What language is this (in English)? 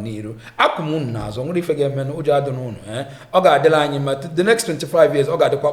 Igbo